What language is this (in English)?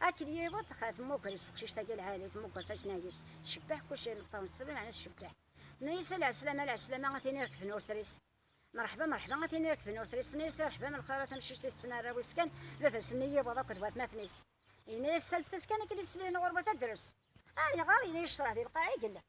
Kabyle